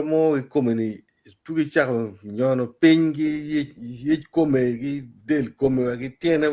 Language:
Acoli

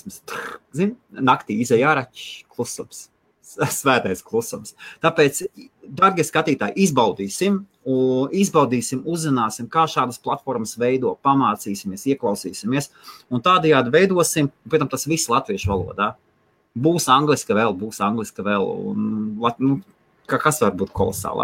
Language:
Latvian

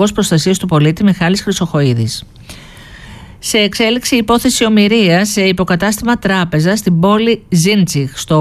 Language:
Greek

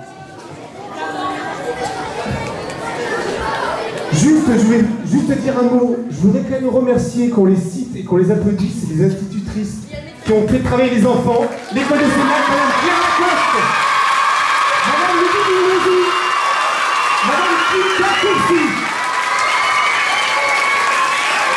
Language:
French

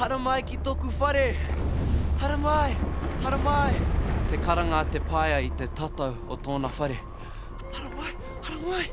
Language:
Māori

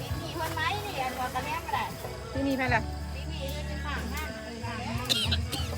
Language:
Lao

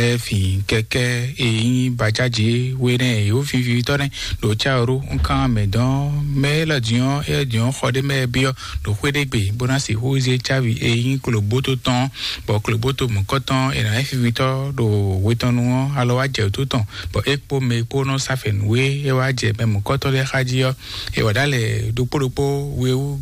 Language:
Fon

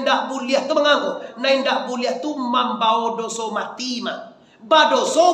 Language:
Minangkabau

